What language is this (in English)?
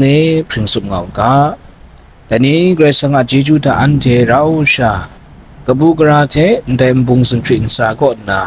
Kachin